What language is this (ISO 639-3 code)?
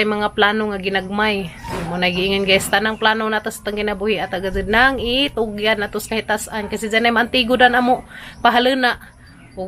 ceb